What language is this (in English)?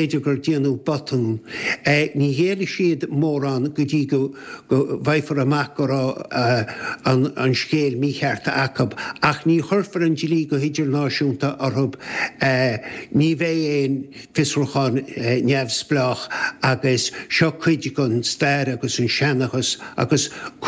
Irish